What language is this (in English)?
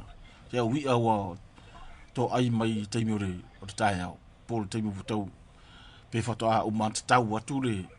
Samoan